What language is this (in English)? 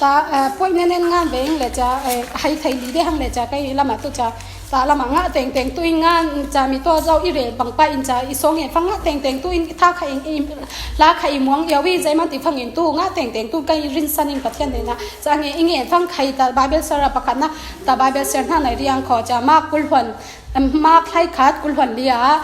Falam Chin